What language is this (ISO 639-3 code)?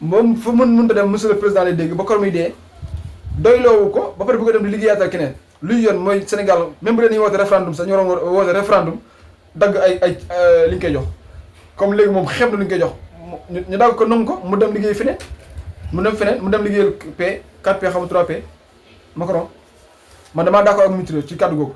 wol